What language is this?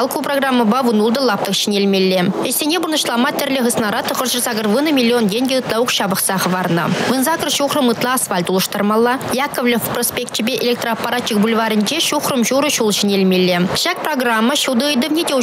Chuvash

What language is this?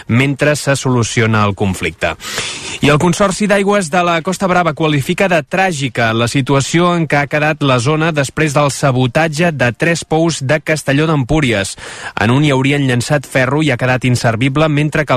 Catalan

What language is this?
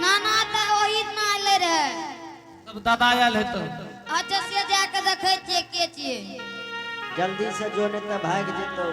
Angika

